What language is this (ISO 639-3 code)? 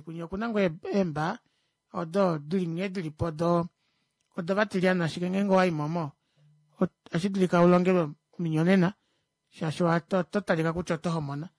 kua